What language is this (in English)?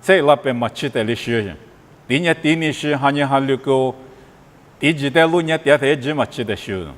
Lisu